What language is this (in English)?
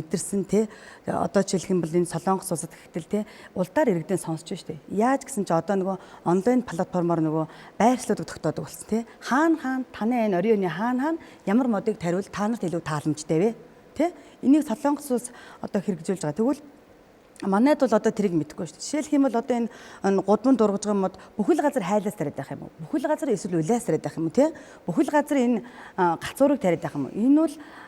Mongolian